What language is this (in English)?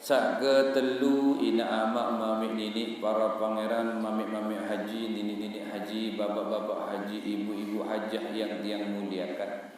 Sasak